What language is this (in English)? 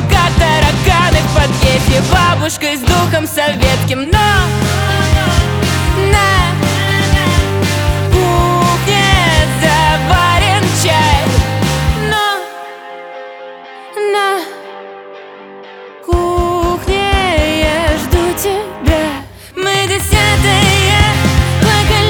Russian